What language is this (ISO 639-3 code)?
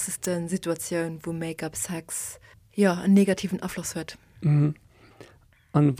ltz